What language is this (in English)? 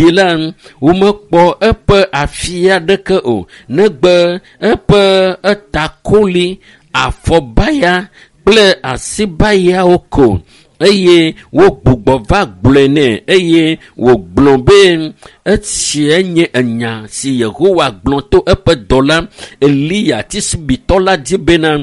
Ewe